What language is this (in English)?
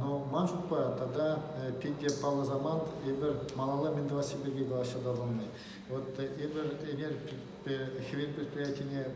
Chuvash